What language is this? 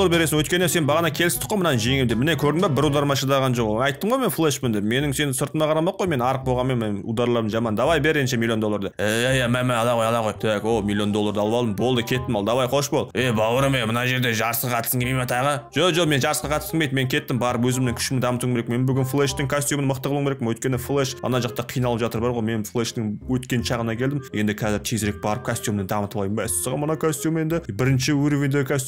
Kazakh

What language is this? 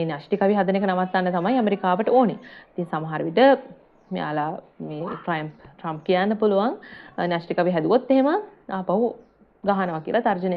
Sinhala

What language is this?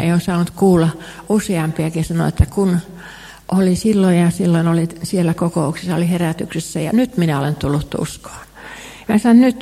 Finnish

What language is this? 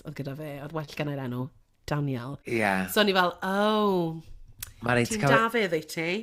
Welsh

